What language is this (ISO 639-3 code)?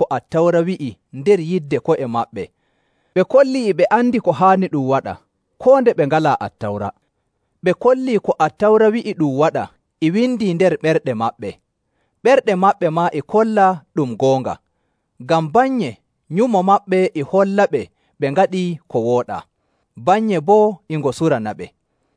fuv